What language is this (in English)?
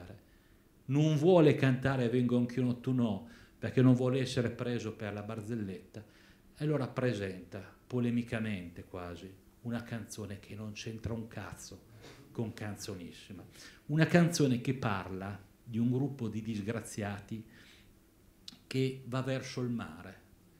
Italian